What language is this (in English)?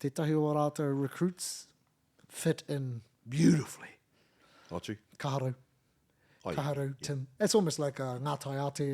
Māori